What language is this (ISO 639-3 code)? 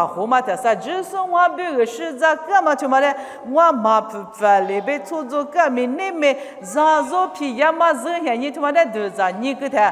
lis